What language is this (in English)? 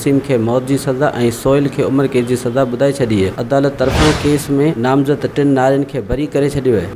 Sindhi